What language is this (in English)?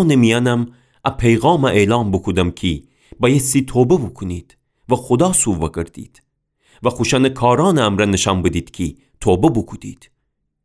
Gilaki